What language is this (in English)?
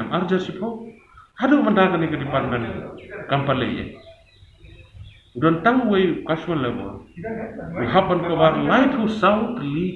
Khasi